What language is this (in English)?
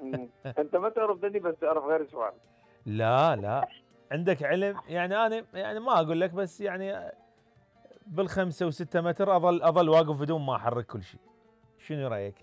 Mesopotamian Arabic